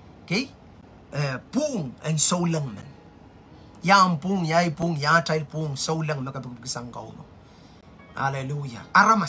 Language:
Pohnpeian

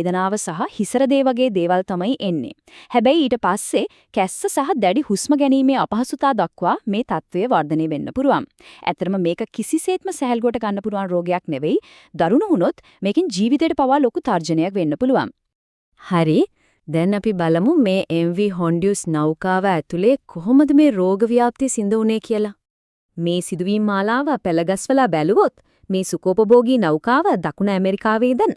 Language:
Sinhala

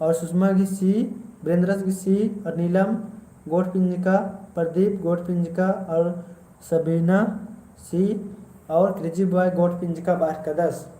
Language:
Kurukh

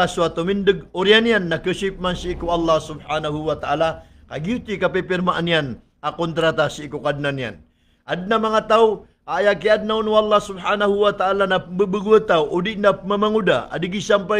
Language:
Maranao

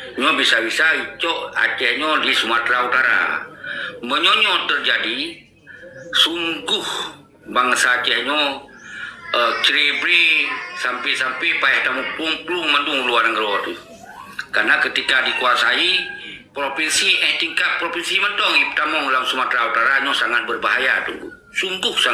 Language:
Achinese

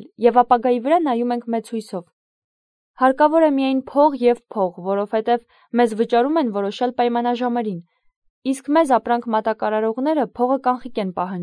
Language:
Armenian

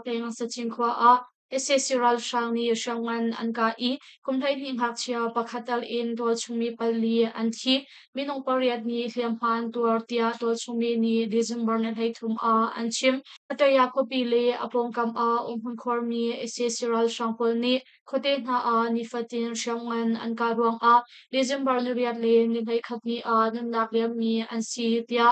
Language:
Hakha Chin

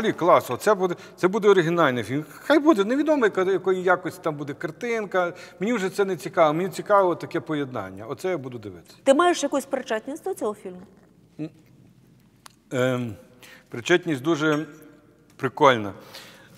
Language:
Ukrainian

